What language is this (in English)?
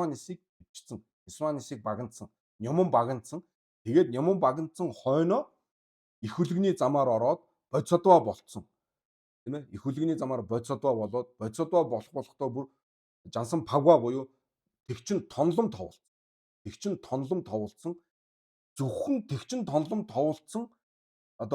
Mongolian